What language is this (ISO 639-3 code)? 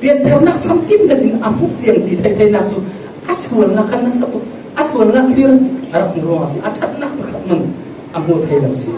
cfm